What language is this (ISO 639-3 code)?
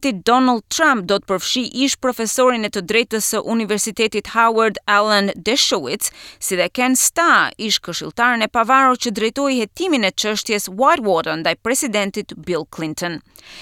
sqi